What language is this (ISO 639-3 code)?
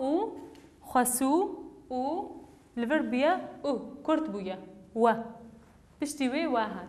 kur